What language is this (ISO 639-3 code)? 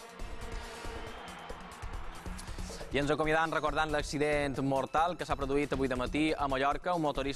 cat